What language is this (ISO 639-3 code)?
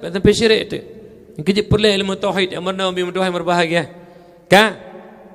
ace